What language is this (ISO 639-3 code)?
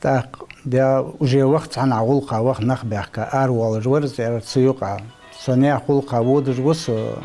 inh